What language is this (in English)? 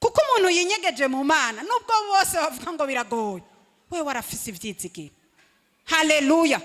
Rundi